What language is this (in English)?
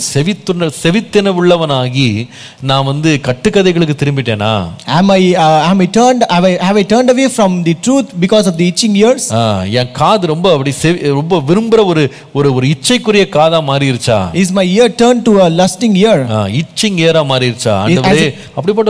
Tamil